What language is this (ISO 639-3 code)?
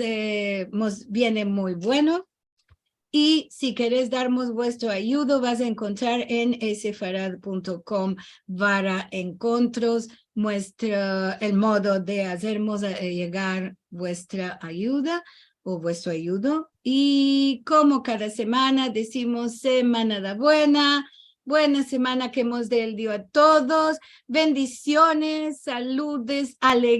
lad